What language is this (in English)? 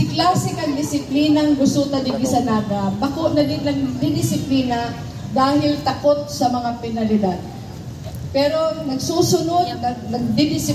Bikol